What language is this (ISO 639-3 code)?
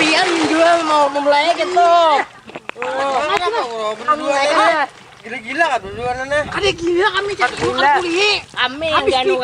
bjn